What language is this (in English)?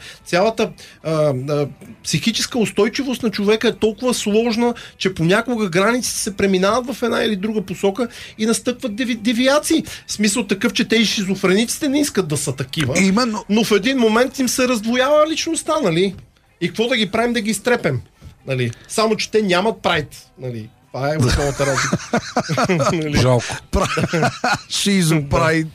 Bulgarian